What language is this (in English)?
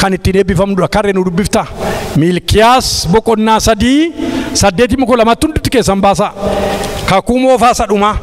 Oromo